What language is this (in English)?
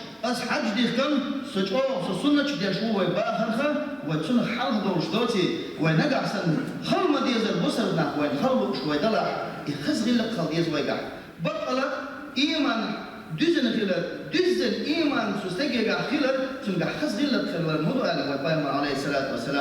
Chechen